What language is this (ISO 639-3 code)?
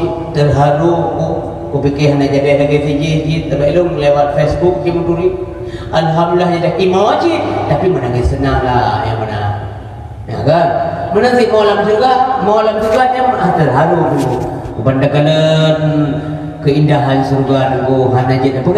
ace